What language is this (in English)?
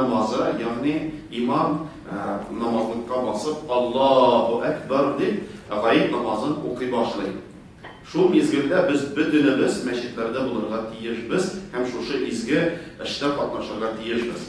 Tatar